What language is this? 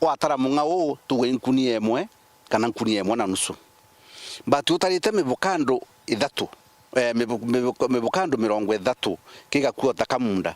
Meru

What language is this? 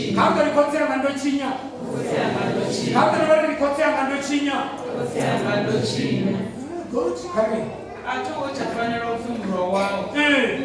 Venda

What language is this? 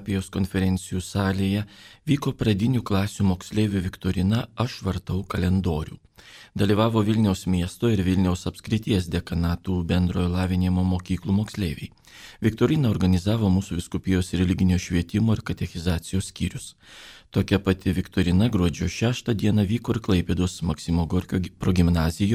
Lithuanian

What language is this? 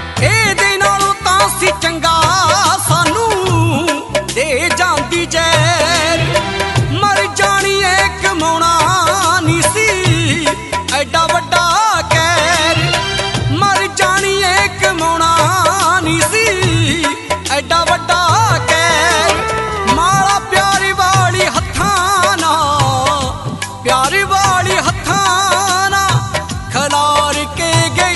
Punjabi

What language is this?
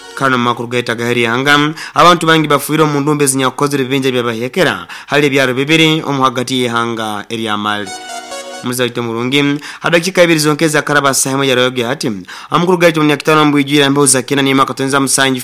Nyoro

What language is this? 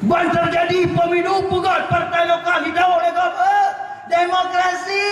Achinese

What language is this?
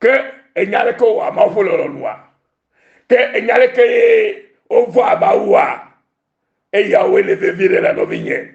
Ewe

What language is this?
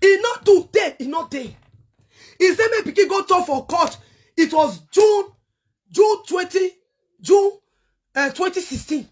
Nigerian Pidgin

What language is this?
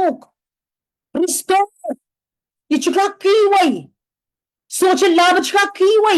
Pohnpeian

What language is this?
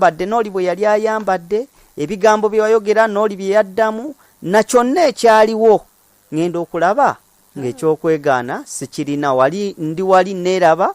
Ganda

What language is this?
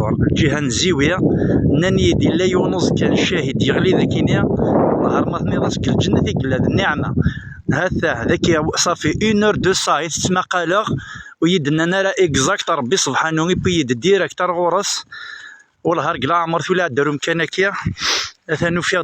Kabyle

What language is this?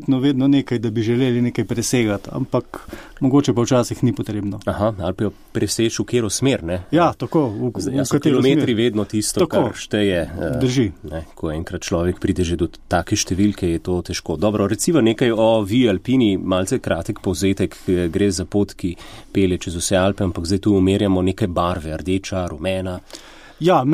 Slovenian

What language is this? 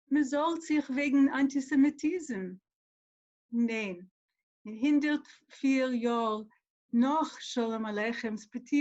Yiddish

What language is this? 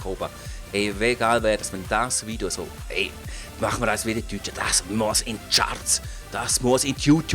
Swiss German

